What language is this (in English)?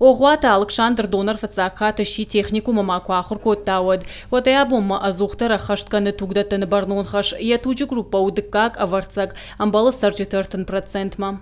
Ossetic